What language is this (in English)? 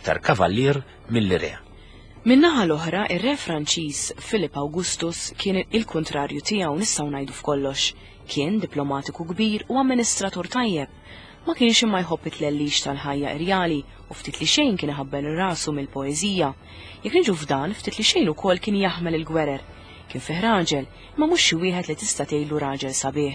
Maltese